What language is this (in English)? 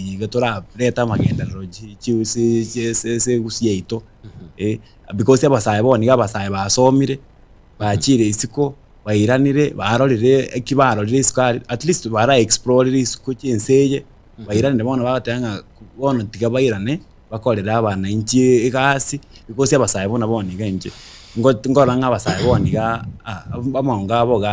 Gusii